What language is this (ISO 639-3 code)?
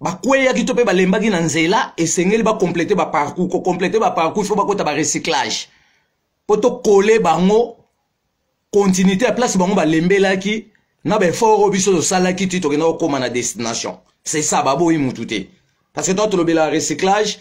lin